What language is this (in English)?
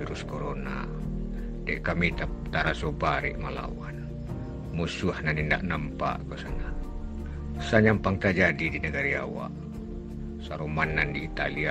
Minangkabau